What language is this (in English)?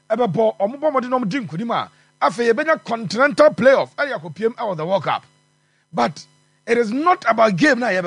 Akan